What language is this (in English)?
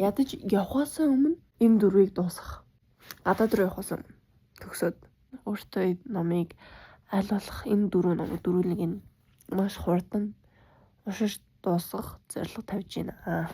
Mongolian